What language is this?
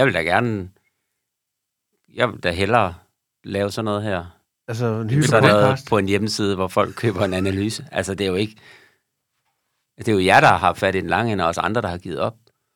Danish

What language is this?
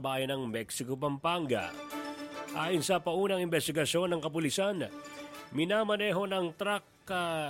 Filipino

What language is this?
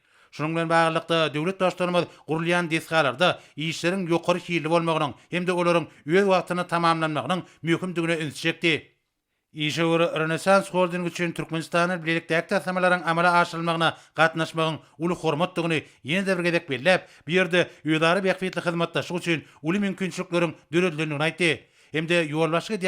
Turkmen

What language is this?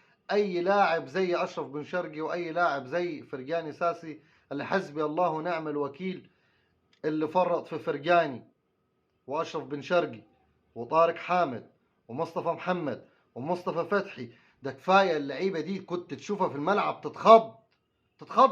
Egyptian Arabic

